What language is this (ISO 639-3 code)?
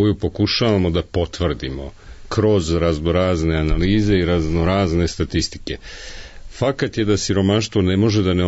srp